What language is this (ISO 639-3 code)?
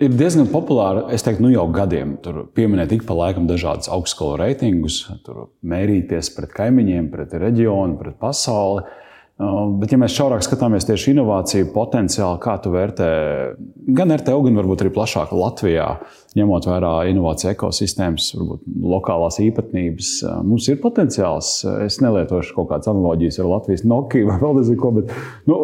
lav